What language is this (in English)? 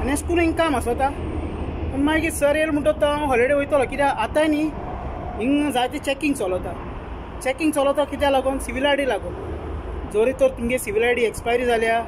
Konkani